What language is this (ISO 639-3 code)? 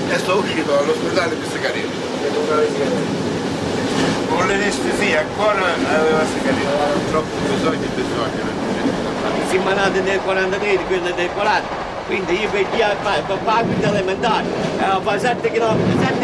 ita